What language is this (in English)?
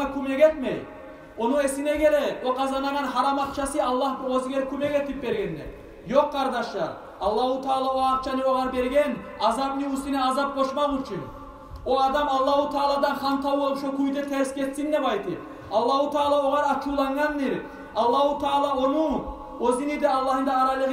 Kumyk